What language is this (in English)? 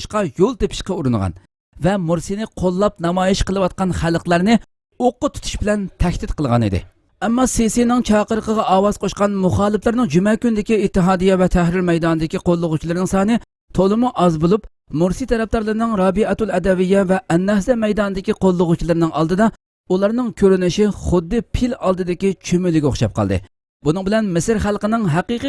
Uyghur